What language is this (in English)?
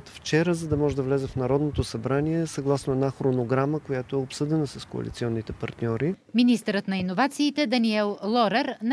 Bulgarian